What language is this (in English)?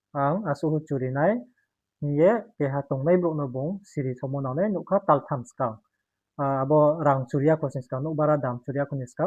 Riang (India)